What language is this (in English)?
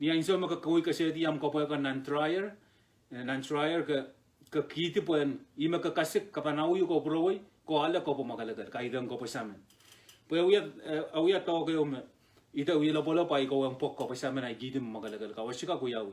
Pohnpeian